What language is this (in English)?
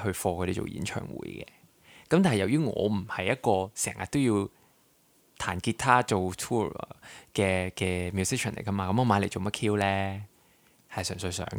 Cantonese